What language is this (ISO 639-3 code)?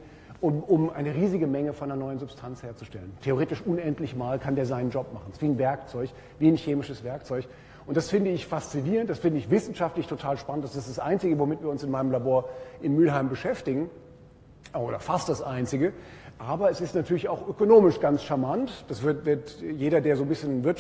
deu